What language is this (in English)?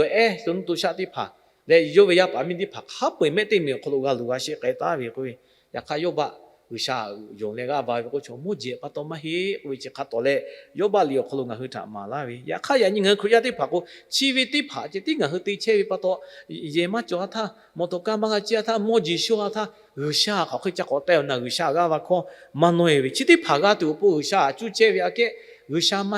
Lahu